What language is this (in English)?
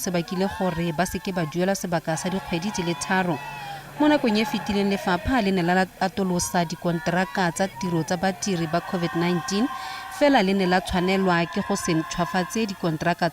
Tswana